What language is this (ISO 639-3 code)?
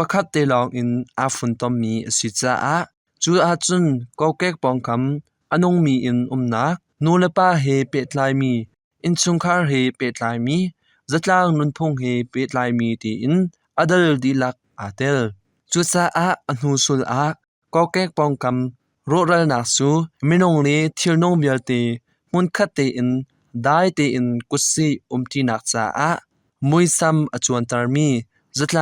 cnh